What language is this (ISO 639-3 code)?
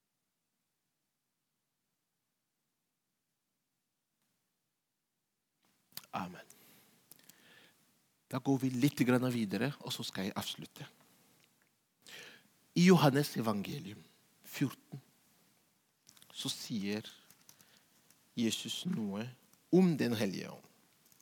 nor